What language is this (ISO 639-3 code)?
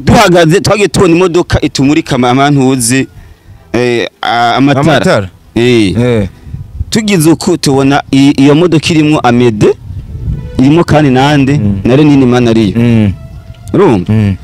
run